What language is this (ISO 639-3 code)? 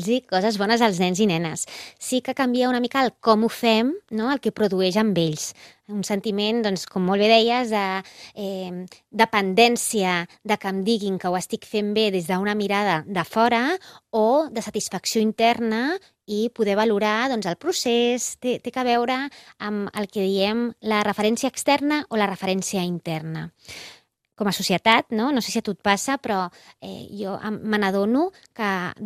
cat